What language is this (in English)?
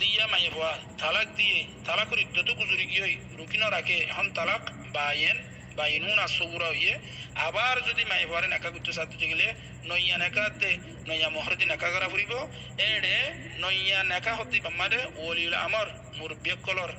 Rohingya